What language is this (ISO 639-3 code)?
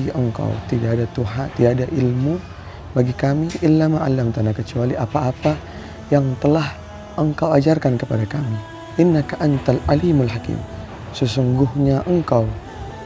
bew